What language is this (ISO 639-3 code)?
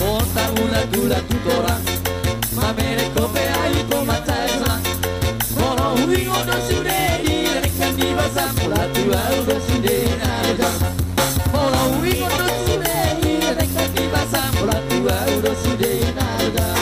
bbc